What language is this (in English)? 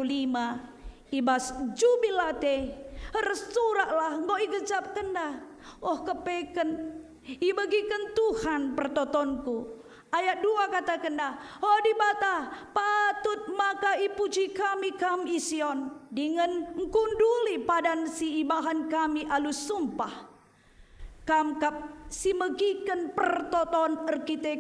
Batak Karo